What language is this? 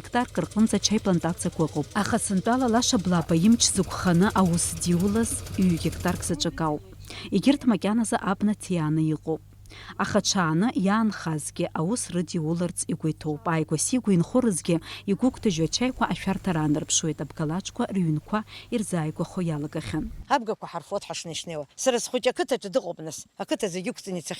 Abkhazian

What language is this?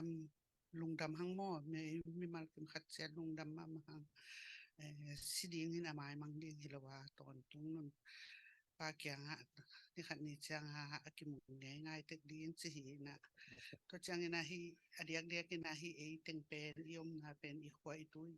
Tedim Chin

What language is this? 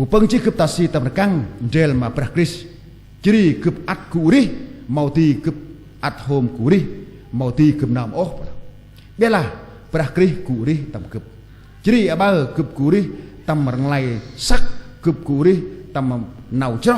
Central Mnong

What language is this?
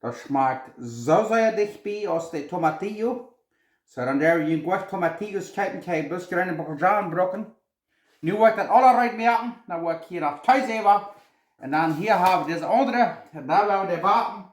Plautdietsch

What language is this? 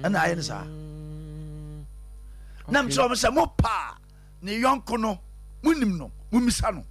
Akan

